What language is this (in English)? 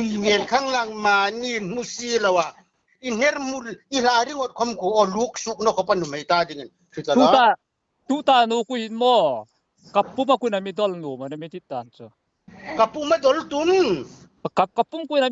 Hmar